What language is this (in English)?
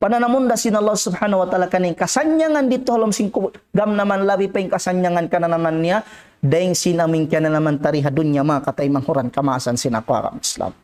Tausug